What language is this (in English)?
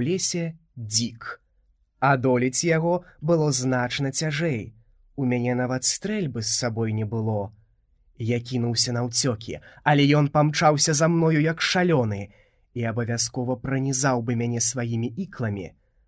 Belarusian